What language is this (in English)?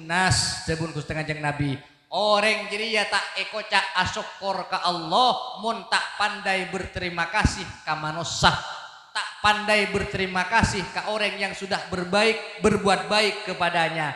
Madurese